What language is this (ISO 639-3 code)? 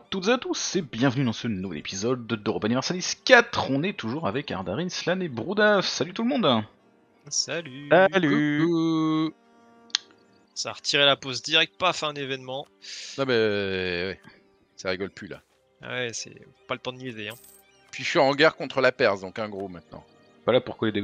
fra